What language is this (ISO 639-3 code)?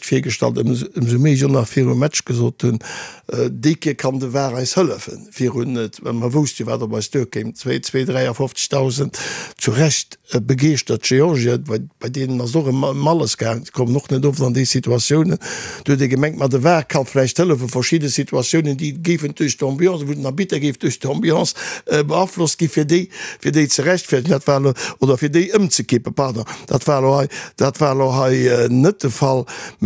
ltz